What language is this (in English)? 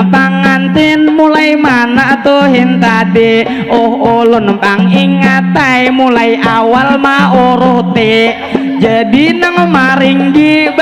Banjar